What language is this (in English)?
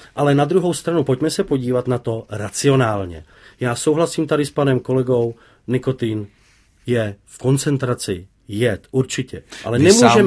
Czech